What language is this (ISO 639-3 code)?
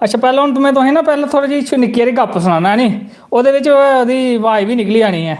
doi